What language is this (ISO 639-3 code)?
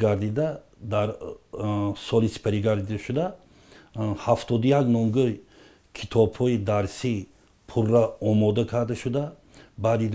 tgk